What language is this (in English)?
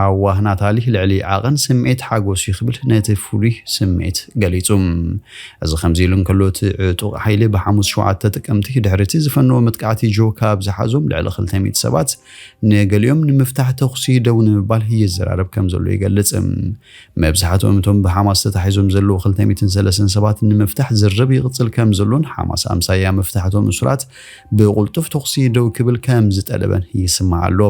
Tigrinya